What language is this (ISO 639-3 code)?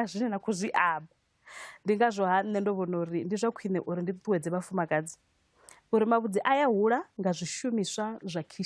ven